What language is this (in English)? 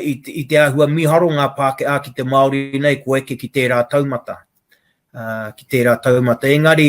Māori